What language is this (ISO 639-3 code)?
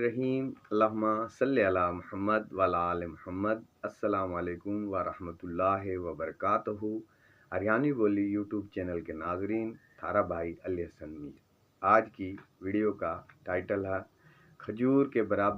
bgc